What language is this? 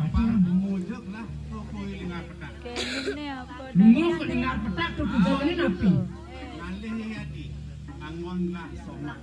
Balinese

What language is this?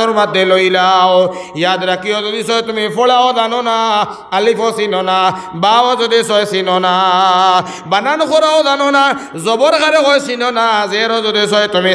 Sylheti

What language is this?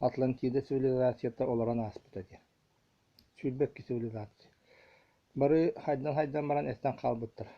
Yakut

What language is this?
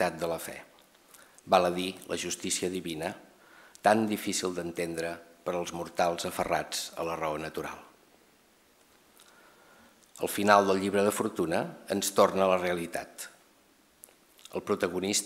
Catalan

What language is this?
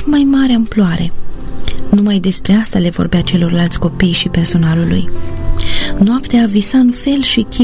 Romanian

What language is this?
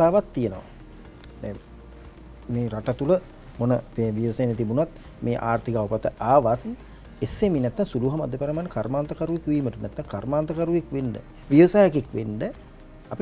Sinhala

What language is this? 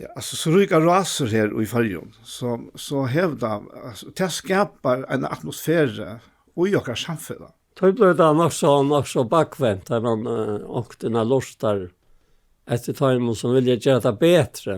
Faroese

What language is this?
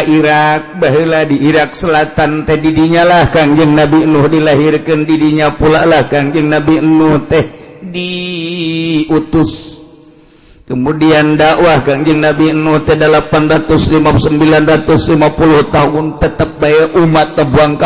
Sundanese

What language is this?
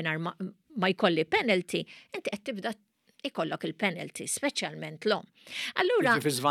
Maltese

